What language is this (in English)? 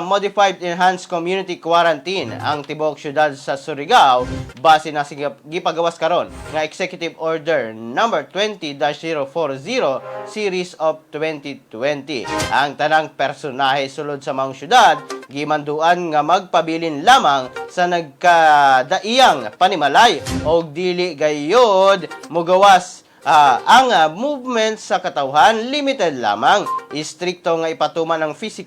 Cebuano